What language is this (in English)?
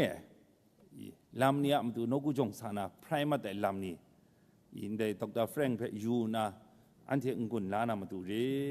Kachin